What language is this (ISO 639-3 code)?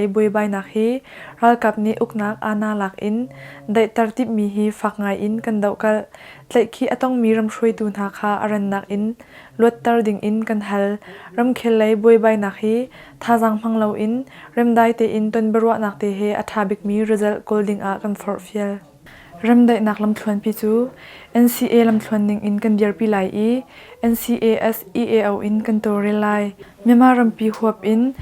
cnh